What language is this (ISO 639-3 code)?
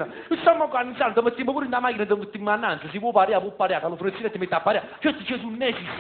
nap